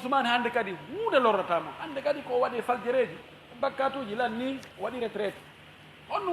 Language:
Fula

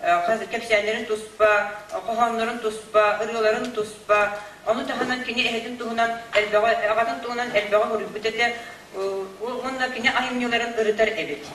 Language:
Yakut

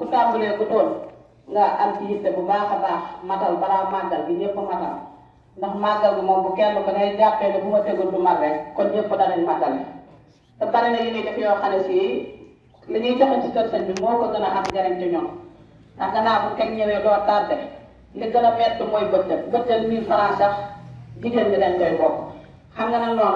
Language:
Wolof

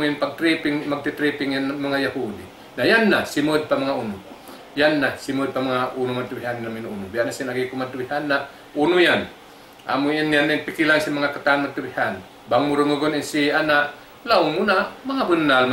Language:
Tausug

